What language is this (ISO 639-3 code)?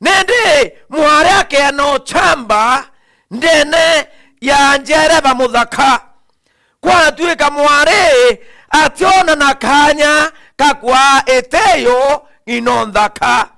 mer